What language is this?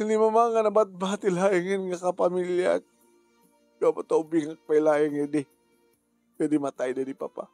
Iloko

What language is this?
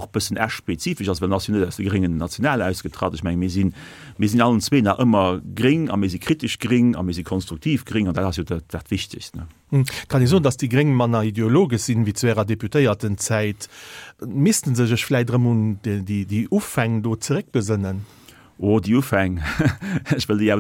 Luxembourgish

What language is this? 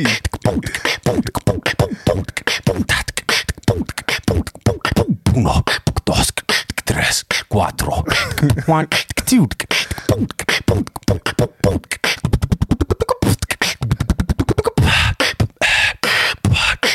Dutch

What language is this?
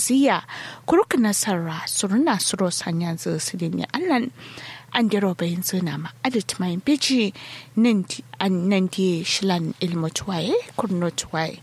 Kanuri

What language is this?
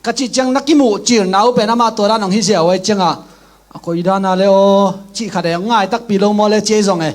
Tedim Chin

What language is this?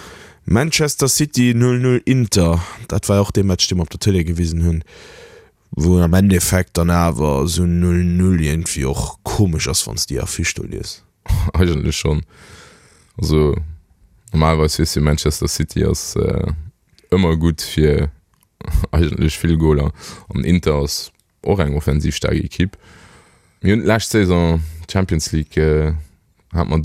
Luxembourgish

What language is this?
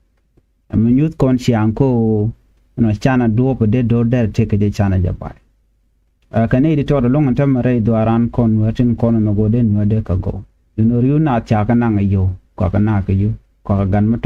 Nuer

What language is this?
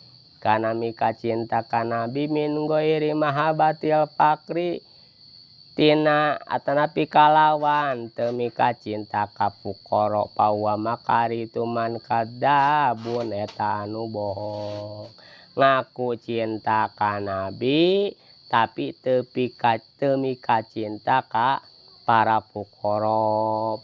Sundanese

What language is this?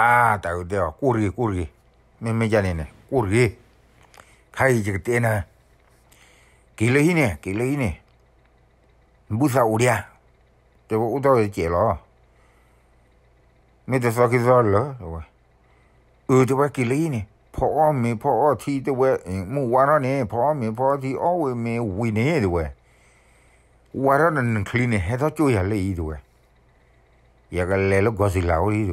S'gaw Karen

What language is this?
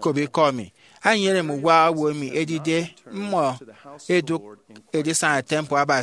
Efik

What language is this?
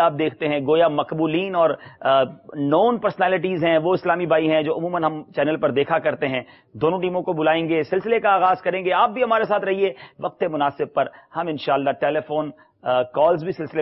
Urdu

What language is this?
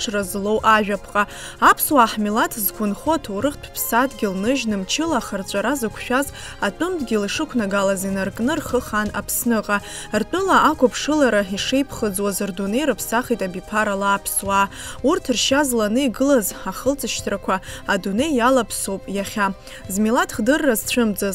Abkhazian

